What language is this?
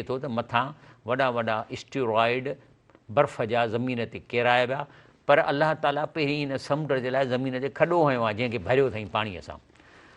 Sindhi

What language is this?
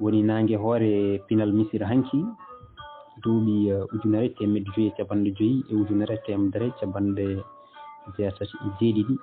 Fula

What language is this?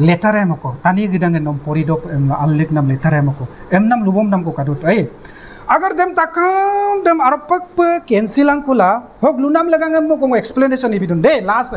Adi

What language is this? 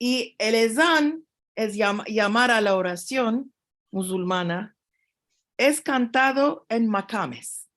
Ladino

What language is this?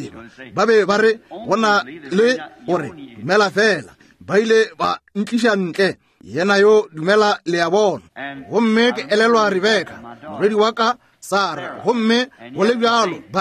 Northern Sotho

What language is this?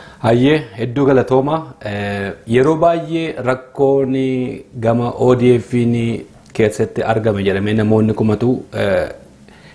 Oromo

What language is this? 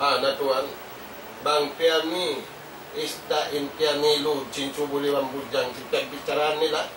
Tausug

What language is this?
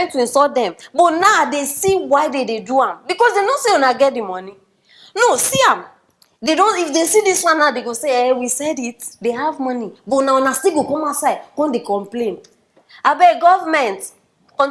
Nigerian Pidgin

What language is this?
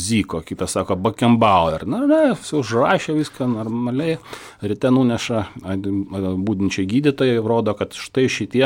Lithuanian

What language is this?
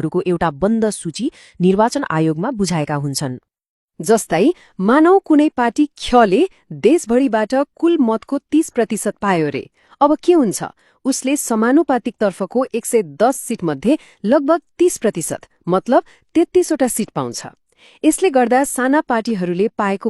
Nepali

